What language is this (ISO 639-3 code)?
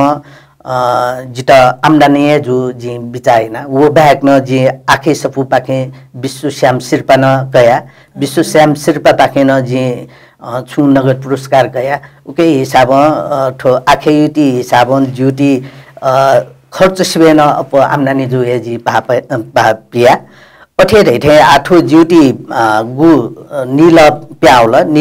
new